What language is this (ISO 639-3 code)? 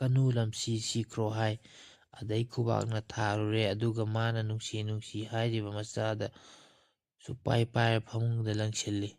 mni